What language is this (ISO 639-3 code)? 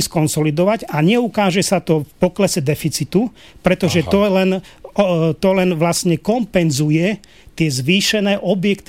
slk